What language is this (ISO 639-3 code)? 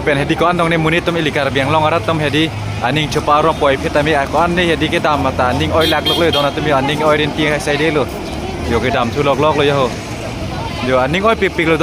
mjw